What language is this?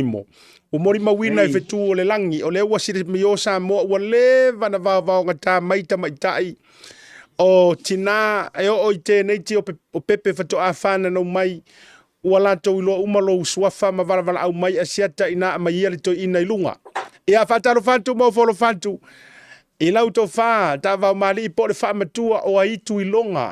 Samoan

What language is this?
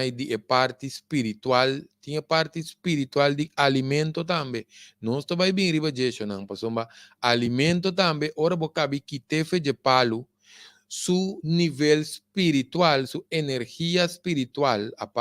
Papiamento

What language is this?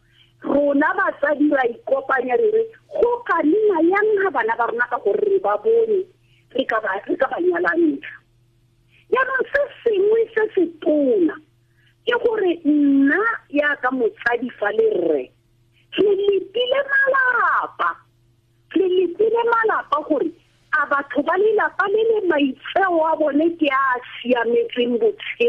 Tswana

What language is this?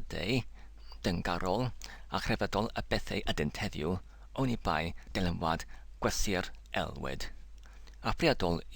Welsh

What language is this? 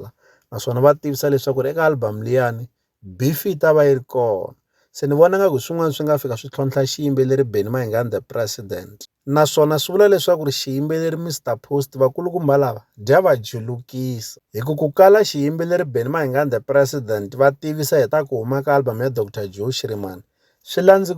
Tsonga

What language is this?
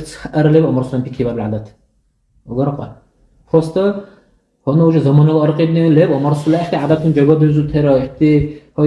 Dargwa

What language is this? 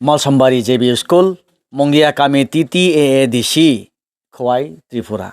Kok Borok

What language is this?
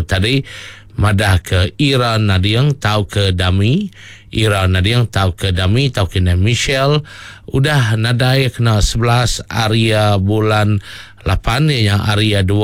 Iban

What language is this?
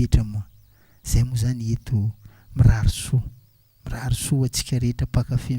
Malagasy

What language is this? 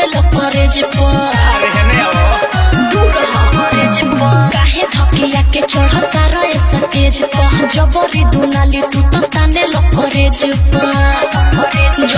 Bhojpuri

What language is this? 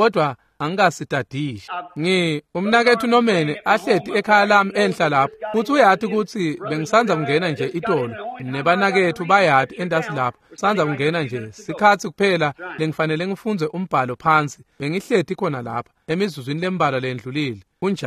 Swati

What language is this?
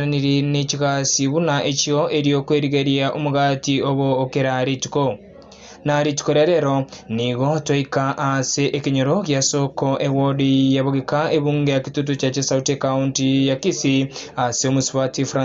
Gusii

